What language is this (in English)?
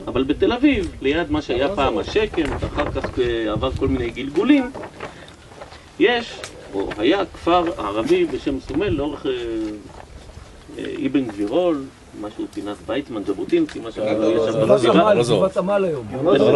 Hebrew